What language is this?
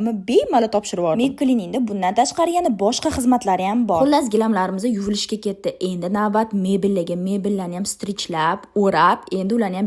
Uzbek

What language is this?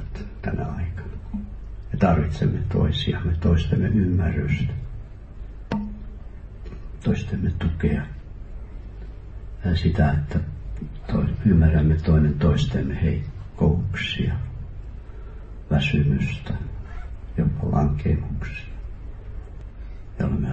Finnish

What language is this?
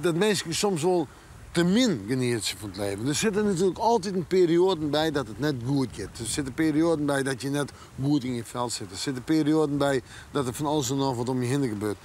Western Frisian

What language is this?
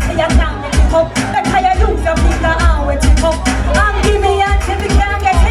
Jamaican Creole English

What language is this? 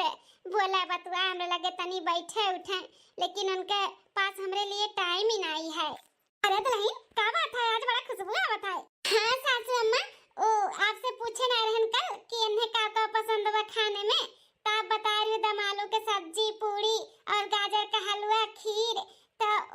Awadhi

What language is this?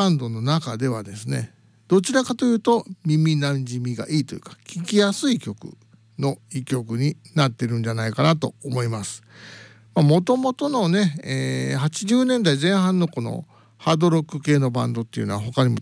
Japanese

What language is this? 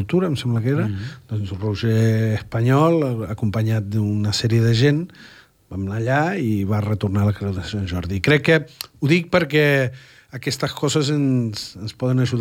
Catalan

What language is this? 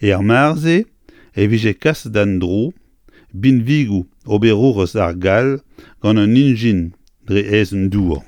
Breton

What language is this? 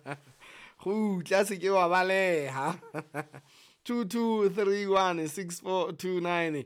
Southern Sotho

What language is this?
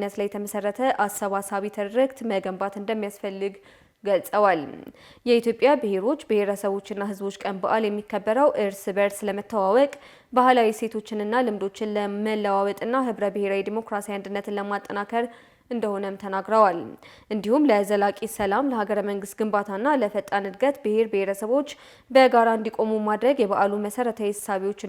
Amharic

